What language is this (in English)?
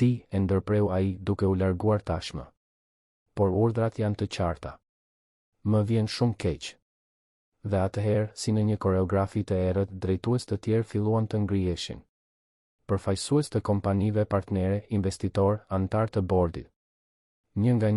Albanian